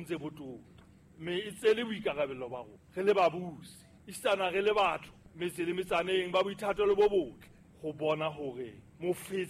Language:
Southern Sotho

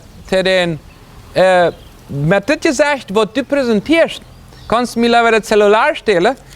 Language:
Plautdietsch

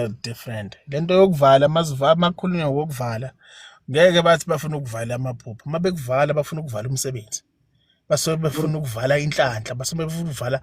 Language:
Zulu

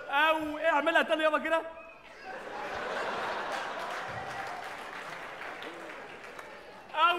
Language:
Egyptian Arabic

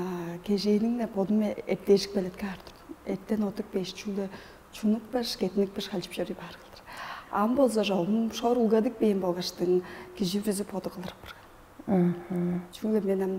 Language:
Tuvinian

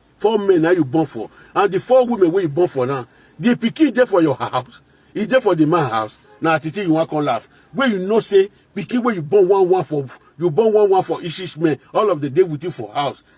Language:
Nigerian Pidgin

